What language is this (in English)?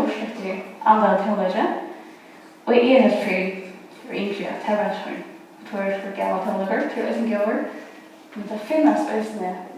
Faroese